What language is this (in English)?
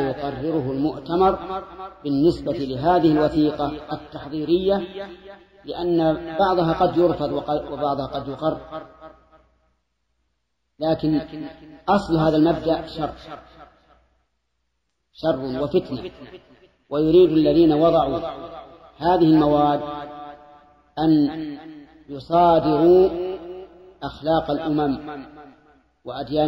Arabic